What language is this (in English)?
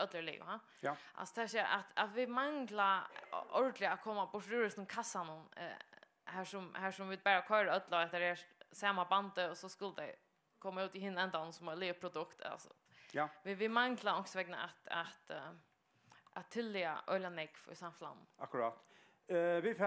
Faroese